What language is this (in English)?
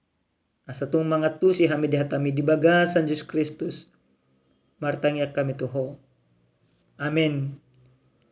Batak Toba